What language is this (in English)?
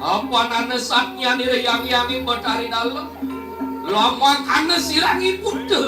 Balinese